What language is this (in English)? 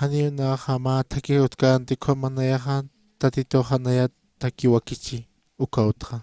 Aymara